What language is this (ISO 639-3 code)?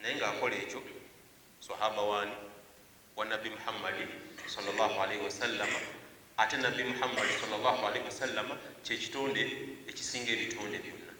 lug